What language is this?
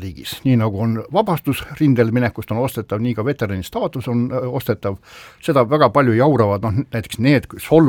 Estonian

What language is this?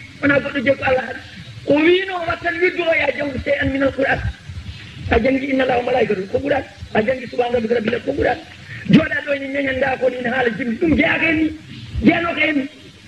Fula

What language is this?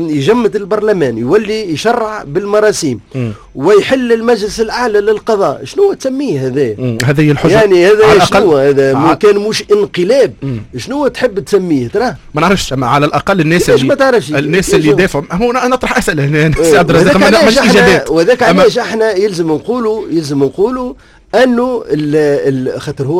Tunisian Arabic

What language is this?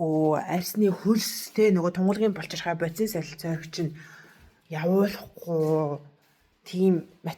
Mongolian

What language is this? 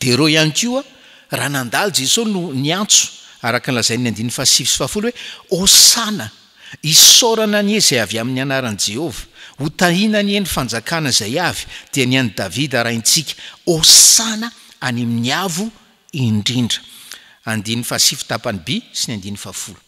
Malagasy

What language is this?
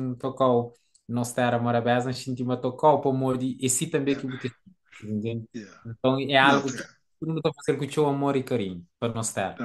Kabuverdianu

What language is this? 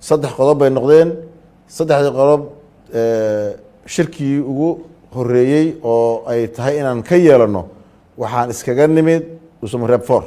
Somali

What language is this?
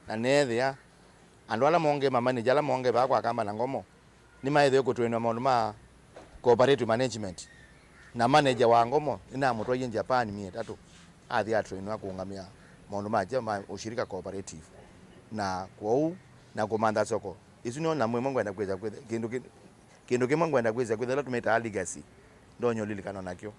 Kamba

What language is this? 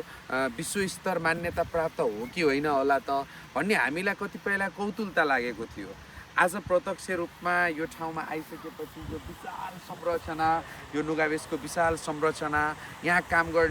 Nepali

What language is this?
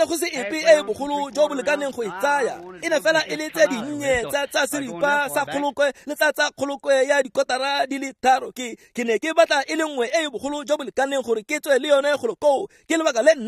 Tswana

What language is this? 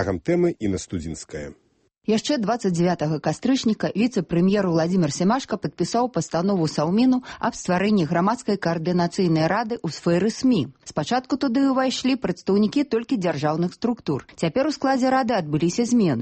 Belarusian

